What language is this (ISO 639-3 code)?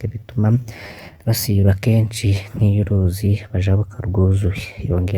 run